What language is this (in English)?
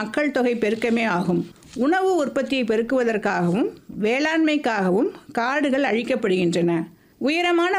Tamil